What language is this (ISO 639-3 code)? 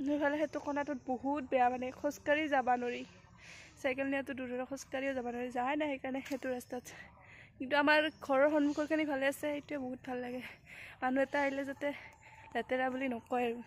asm